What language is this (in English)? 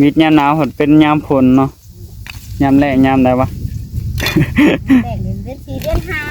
Northeastern Thai